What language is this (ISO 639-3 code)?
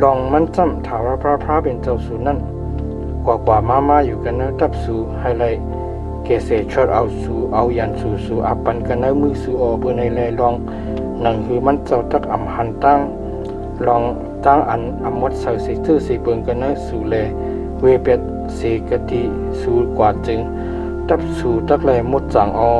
shn